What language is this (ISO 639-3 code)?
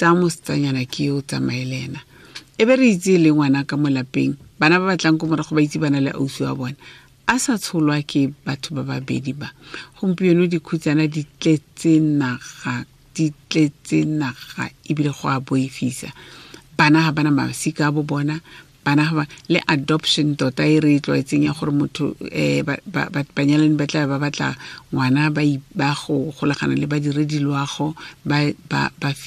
tsn